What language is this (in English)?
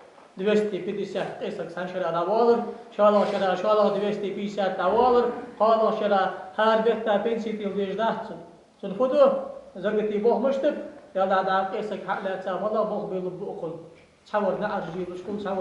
Ingush